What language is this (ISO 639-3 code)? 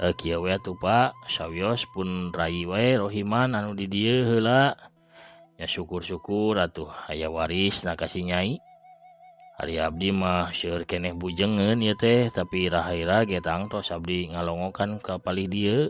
sun